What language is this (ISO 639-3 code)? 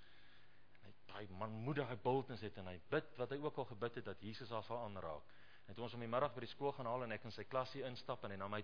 afr